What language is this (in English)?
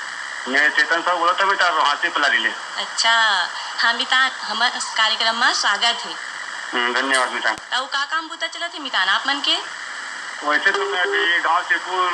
Chhattisgarhi